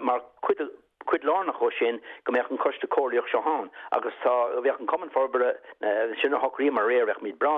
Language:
Irish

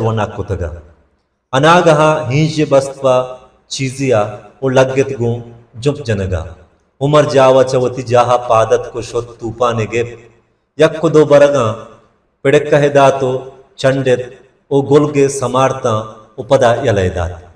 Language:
Baluchi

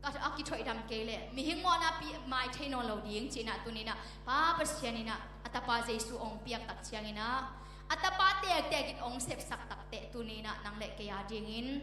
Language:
Tedim Chin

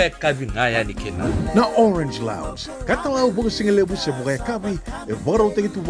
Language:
Fijian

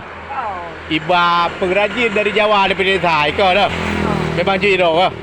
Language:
Achinese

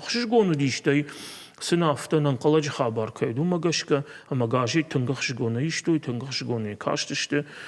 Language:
Ossetic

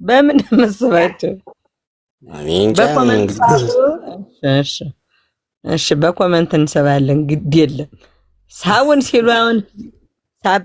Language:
Amharic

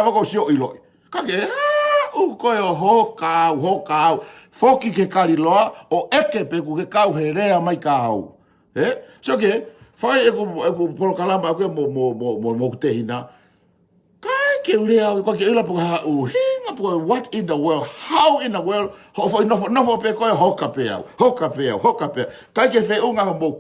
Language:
Tongan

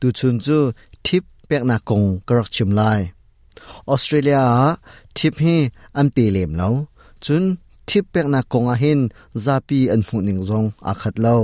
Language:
Hakha Chin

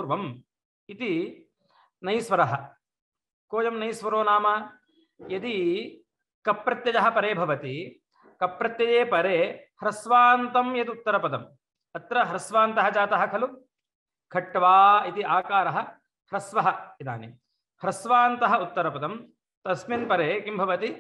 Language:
Sanskrit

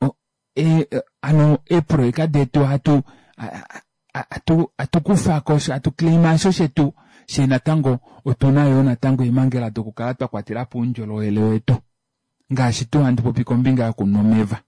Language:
Kuanyama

